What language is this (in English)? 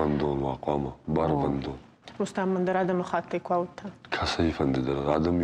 Ossetic